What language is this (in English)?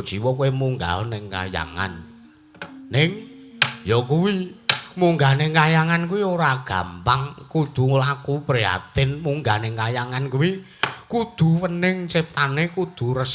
Javanese